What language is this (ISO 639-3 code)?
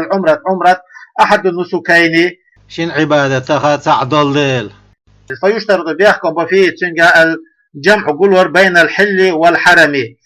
che